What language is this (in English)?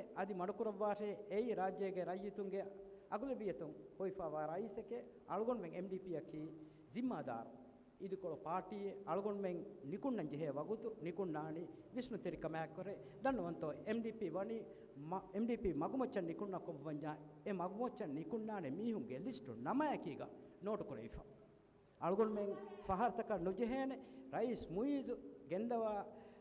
Divehi